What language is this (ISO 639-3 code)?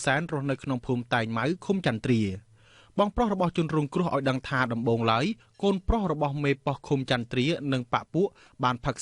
khm